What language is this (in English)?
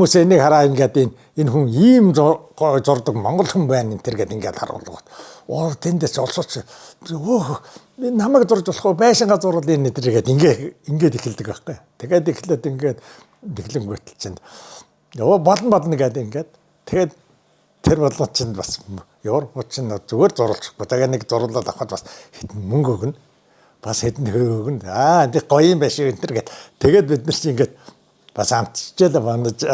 Mongolian